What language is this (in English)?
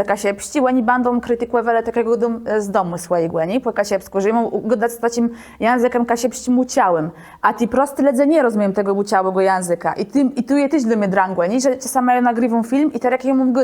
Kashubian